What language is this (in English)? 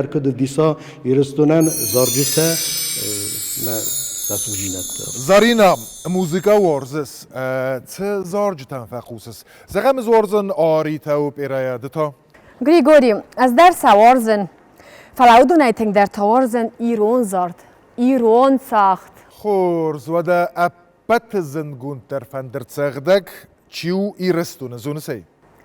Ossetic